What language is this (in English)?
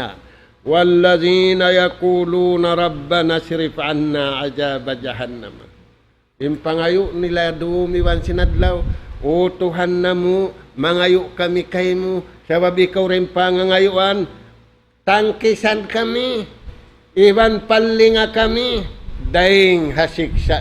Tausug